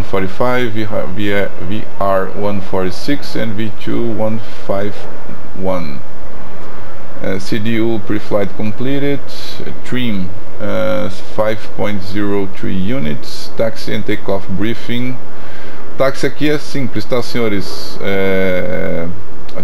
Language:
Portuguese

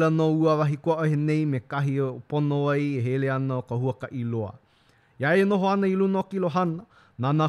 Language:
Hawaiian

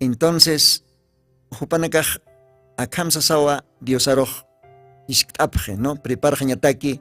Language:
Aymara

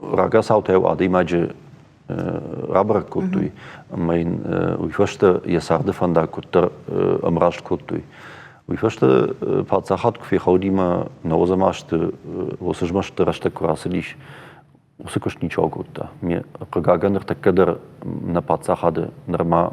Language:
Ossetic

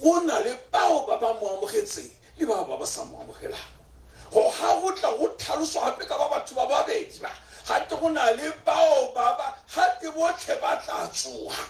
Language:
Tswana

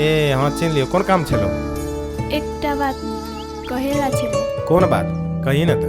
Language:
Maithili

